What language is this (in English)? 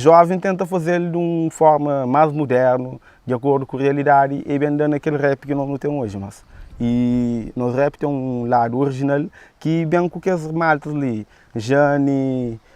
Kabuverdianu